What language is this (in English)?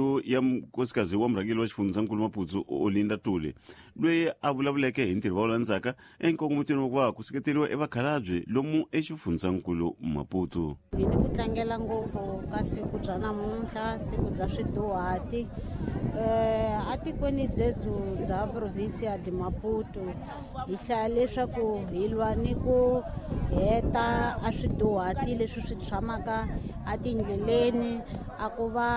Tsonga